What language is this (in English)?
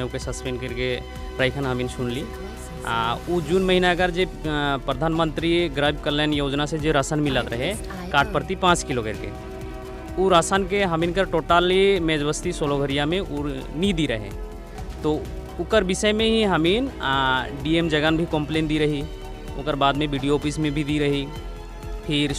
Sadri